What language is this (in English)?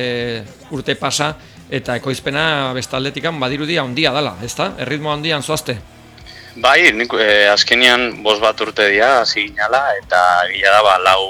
Basque